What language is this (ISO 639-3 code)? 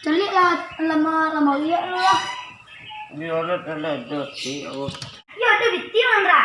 min